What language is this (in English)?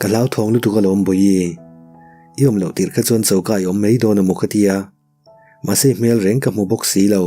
Mizo